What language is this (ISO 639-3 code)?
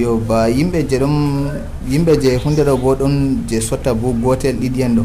fuv